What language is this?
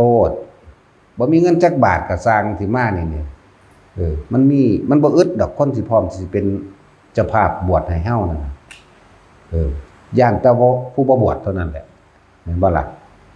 Northeastern Thai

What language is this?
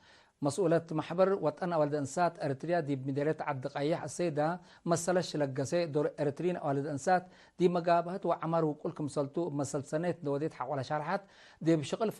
Tigre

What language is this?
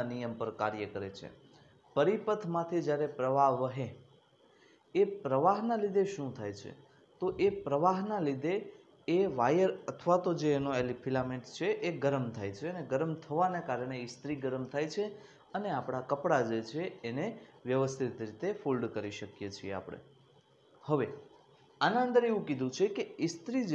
Gujarati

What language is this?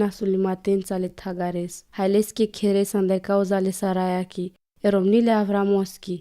Romany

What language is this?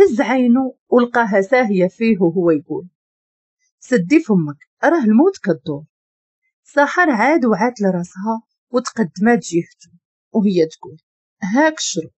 Moroccan Arabic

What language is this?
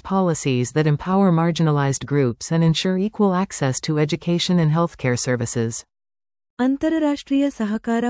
Kannada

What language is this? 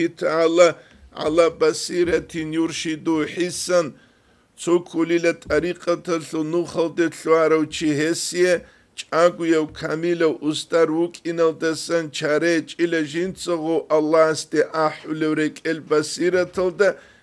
Avaric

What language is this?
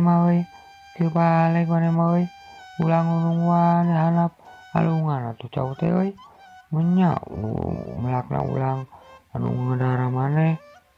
Sundanese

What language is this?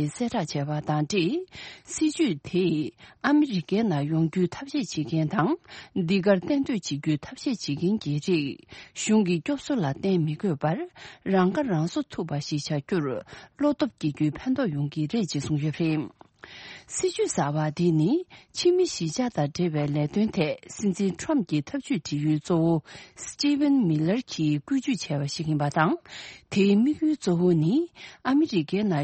Tibetan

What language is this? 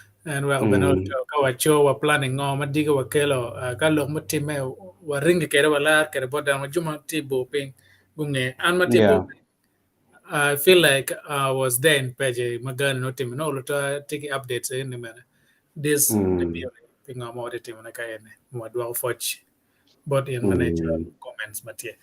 Acoli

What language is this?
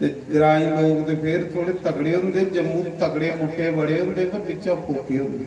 Dogri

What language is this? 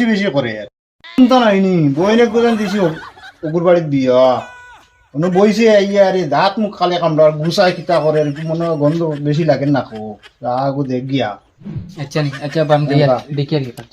Sylheti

